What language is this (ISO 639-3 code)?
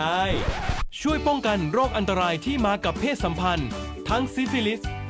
lhu